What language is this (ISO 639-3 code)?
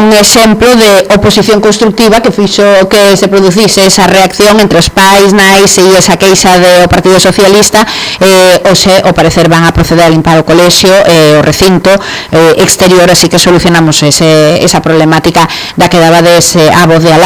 glg